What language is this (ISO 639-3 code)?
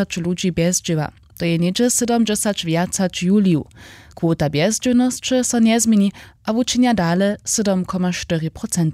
hsb